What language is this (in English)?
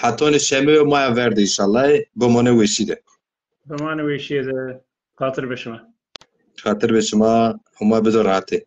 Zaza